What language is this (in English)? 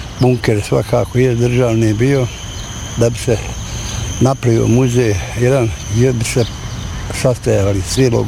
Bosnian